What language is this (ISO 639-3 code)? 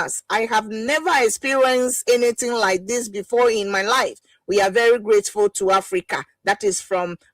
ewe